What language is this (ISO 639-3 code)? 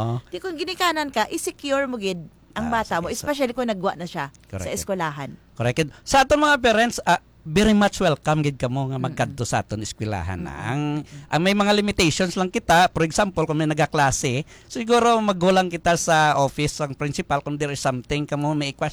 hil